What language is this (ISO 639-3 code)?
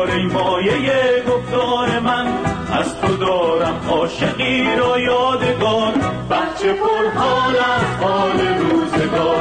fas